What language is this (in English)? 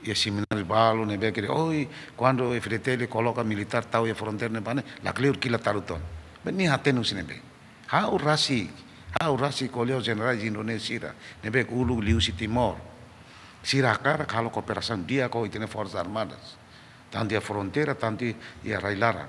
Tetum